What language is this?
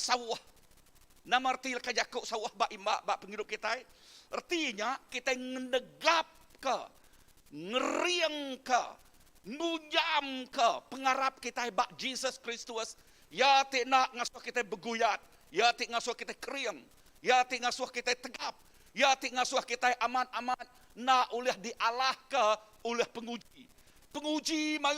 Iban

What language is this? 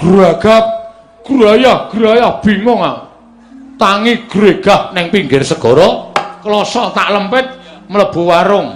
Javanese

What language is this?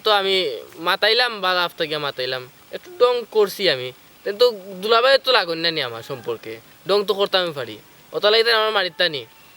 Sylheti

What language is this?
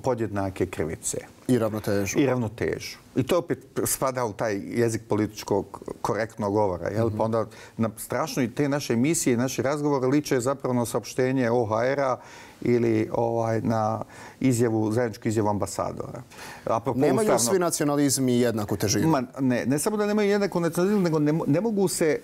Bosnian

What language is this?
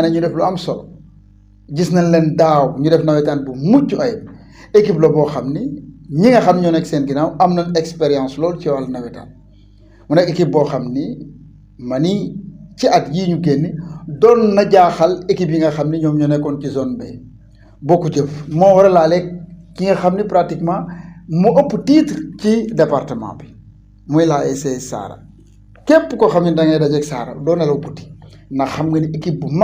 Wolof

